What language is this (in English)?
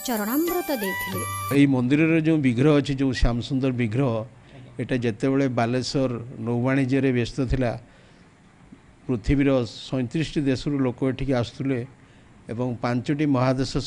Odia